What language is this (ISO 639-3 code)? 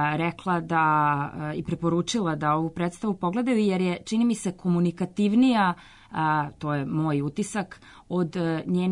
srp